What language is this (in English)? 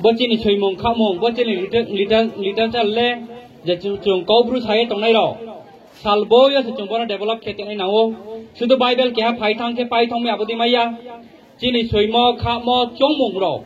Riang (India)